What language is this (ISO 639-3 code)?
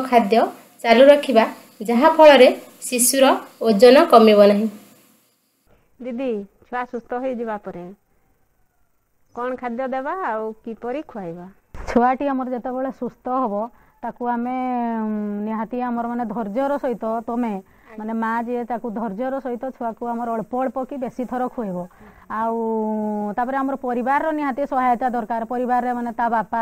ori